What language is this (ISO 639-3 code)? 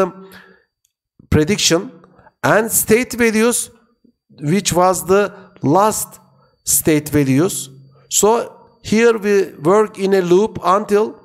eng